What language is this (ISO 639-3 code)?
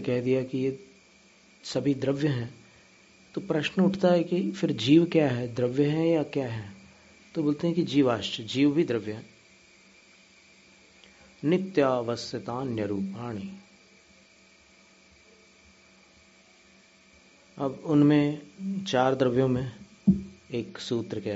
hin